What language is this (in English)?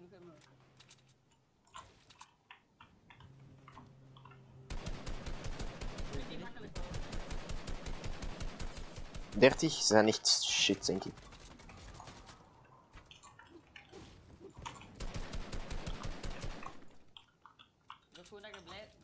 Dutch